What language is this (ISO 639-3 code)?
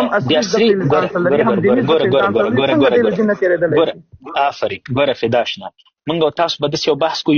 pus